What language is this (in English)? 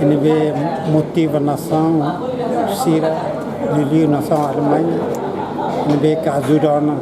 Tetum